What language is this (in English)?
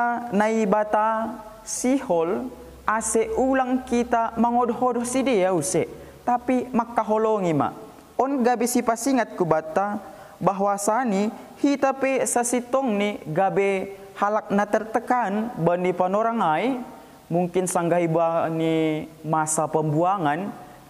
Batak Simalungun